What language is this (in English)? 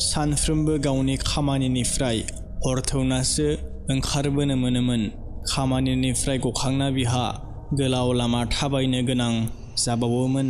Bodo